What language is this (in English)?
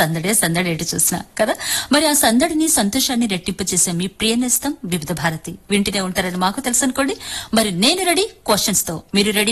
Telugu